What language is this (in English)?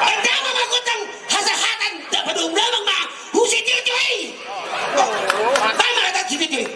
Batak Toba